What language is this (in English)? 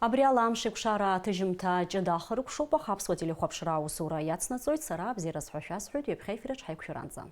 Abkhazian